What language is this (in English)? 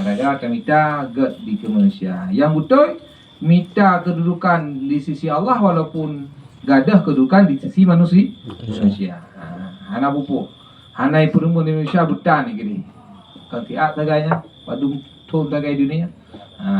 Achinese